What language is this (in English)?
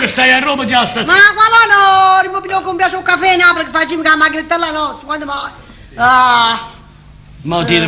Neapolitan